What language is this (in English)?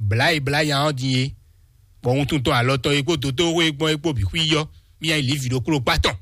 Fon